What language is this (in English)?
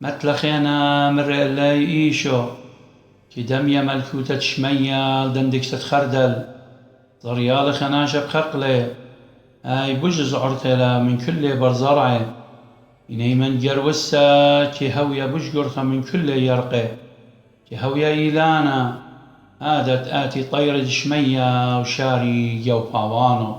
Assyrian Neo-Aramaic